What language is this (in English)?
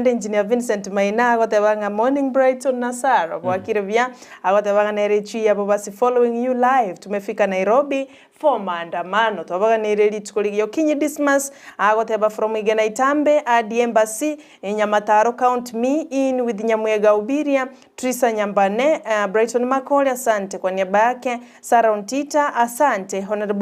Gusii